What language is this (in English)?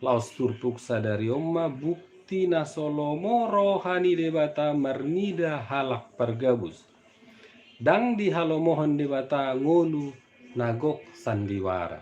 Batak Toba